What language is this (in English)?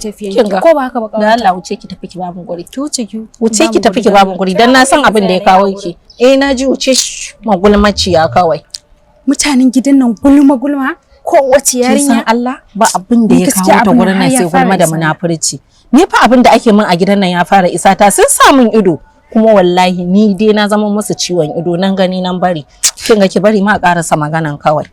Hausa